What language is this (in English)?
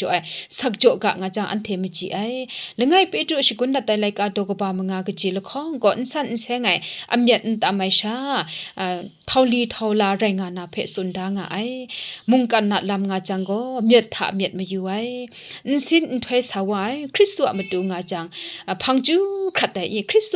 Kachin